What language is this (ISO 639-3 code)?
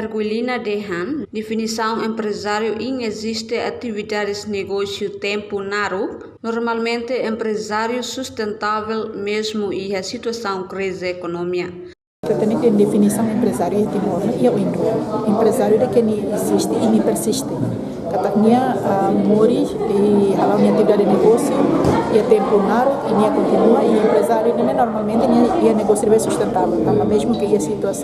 tet